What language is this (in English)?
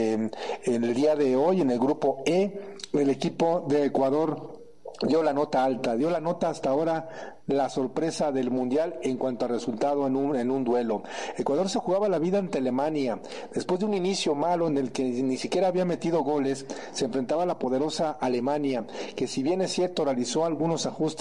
Spanish